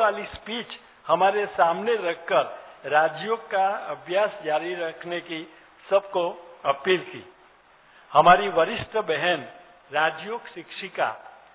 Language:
Hindi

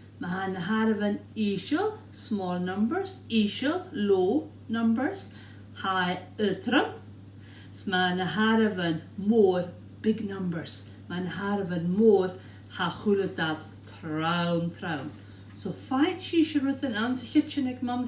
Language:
Scottish Gaelic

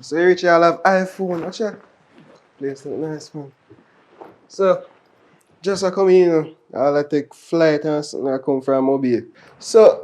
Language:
Jamaican Creole English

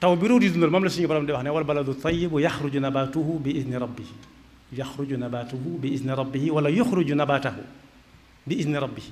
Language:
Wolof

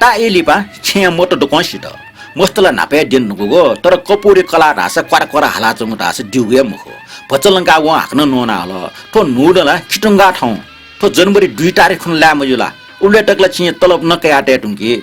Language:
Newari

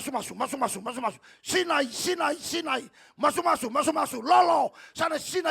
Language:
Fijian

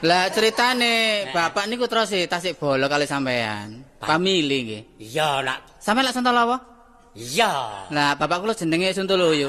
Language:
Javanese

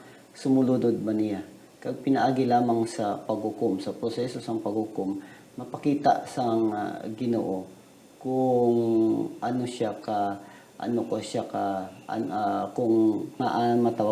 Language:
Hiligaynon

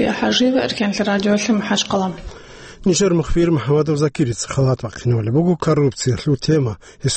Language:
Avaric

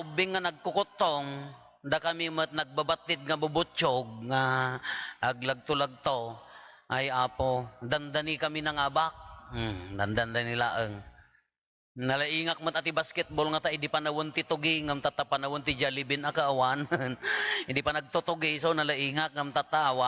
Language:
Iloko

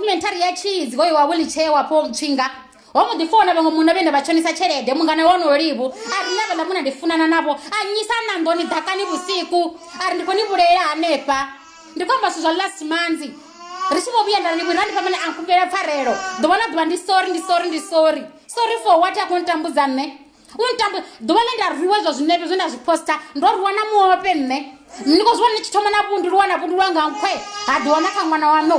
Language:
Venda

